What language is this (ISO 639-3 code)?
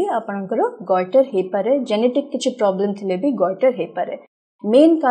ori